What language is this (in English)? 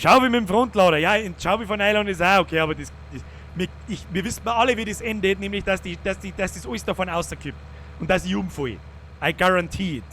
Bavarian